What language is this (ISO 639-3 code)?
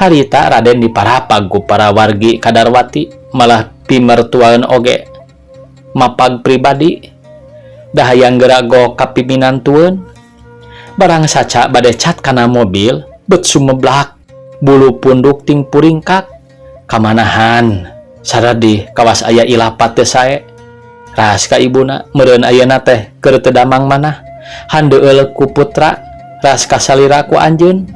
sun